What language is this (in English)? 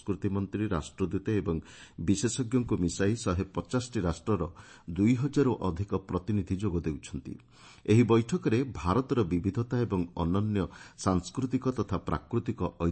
Odia